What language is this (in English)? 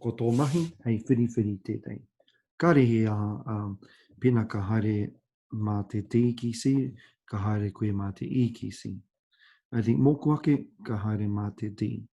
Māori